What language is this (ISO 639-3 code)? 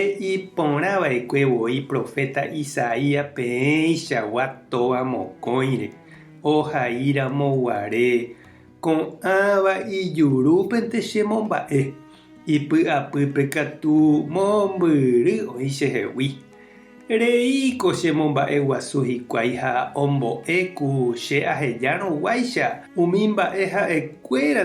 grn